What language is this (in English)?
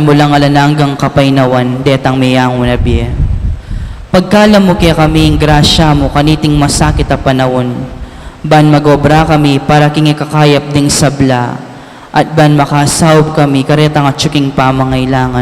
Pampanga